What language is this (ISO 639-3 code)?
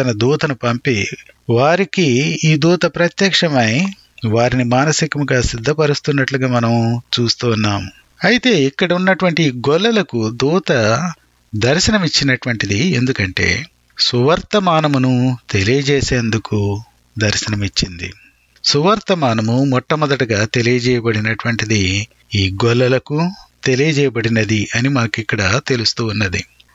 tel